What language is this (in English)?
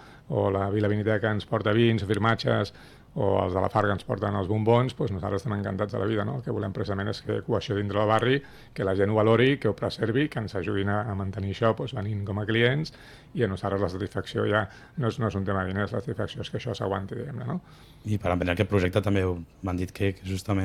Catalan